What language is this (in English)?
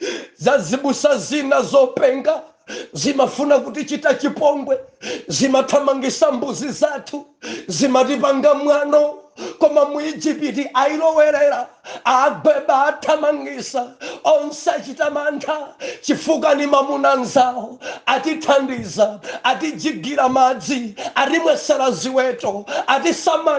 Nyanja